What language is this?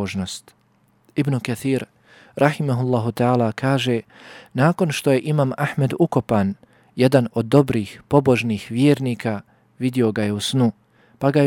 Bosnian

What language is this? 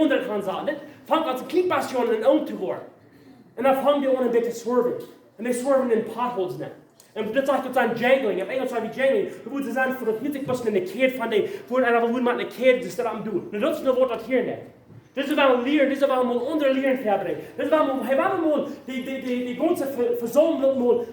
Plautdietsch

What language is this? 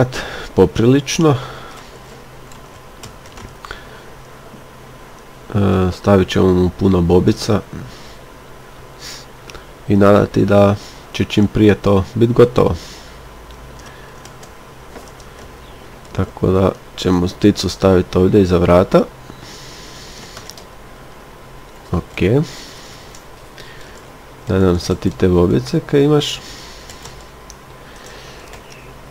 Croatian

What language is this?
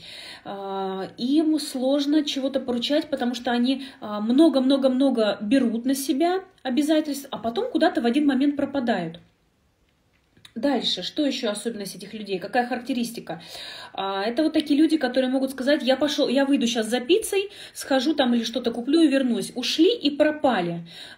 Russian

